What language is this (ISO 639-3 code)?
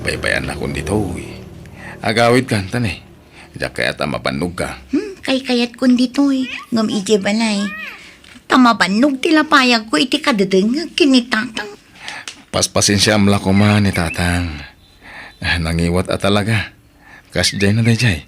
ilo